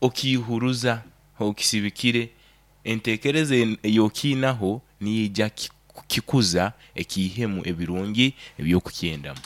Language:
Nyoro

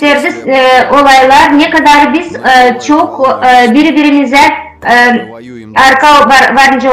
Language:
Gagauz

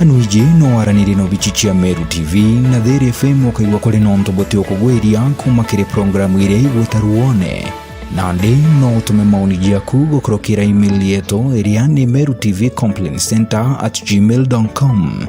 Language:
Meru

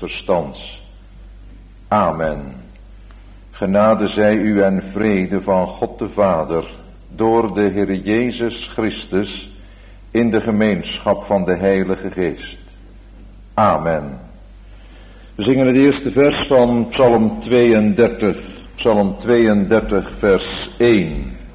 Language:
Dutch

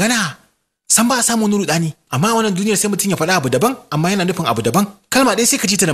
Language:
Hausa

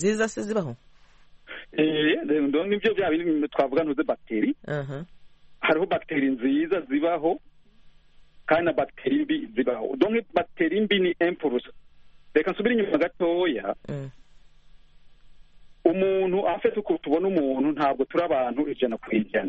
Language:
Kinyarwanda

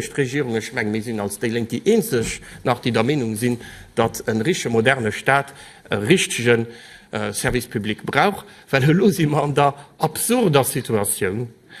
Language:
Luxembourgish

